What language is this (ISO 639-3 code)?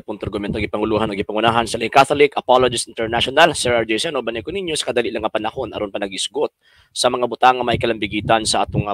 ceb